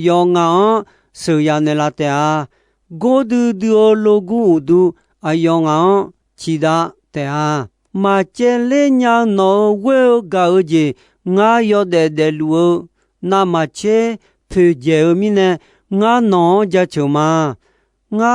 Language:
Akha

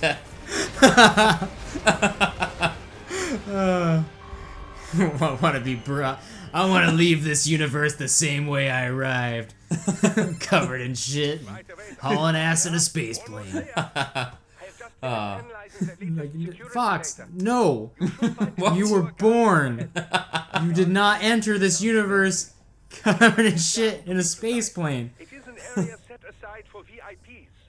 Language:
English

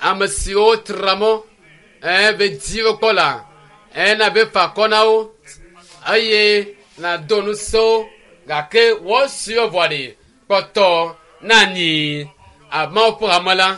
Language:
Ewe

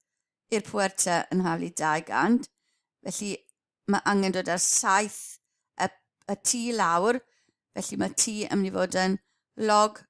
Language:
Welsh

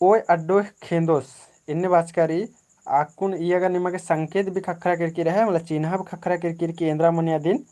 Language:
Kurukh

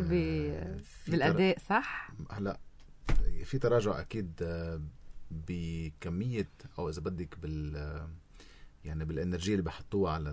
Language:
North Levantine Arabic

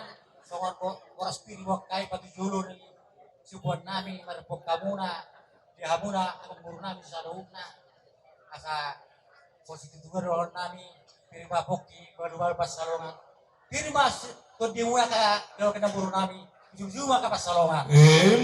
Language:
Batak Toba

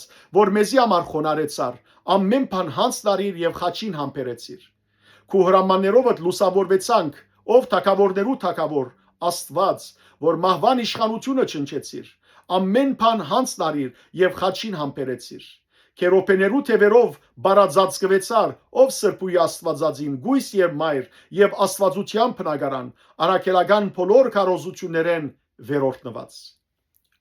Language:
Western Armenian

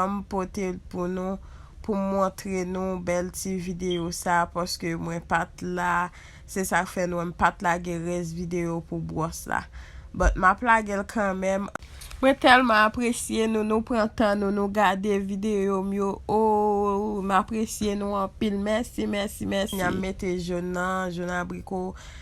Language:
Haitian Creole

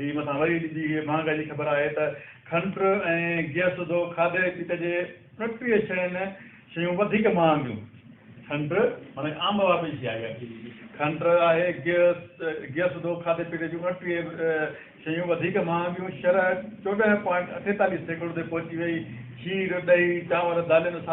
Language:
Sindhi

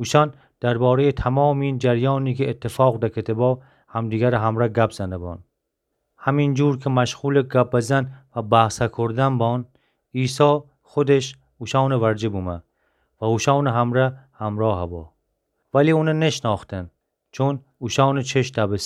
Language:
Gilaki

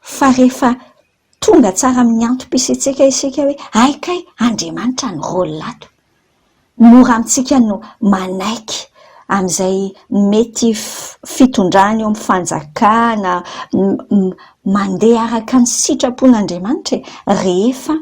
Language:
Malagasy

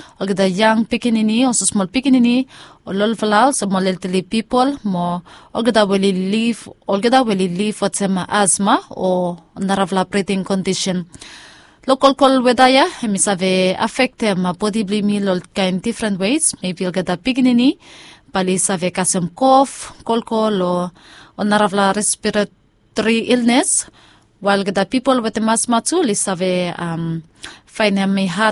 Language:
Bislama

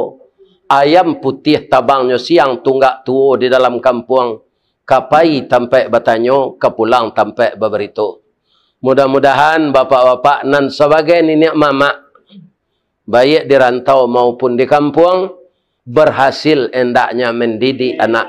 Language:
Minangkabau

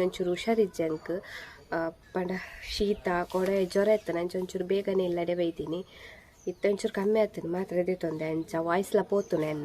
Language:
Tulu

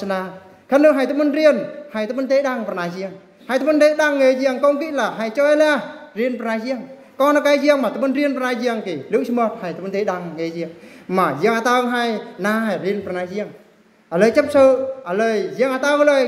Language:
Eastern Bru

